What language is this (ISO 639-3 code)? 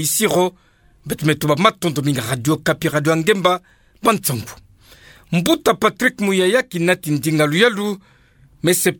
ktu